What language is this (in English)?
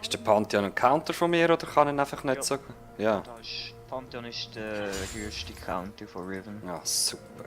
Swiss German